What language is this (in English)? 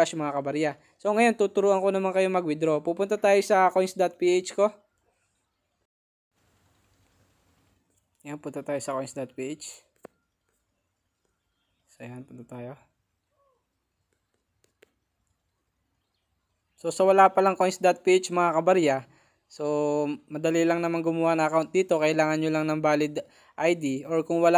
Filipino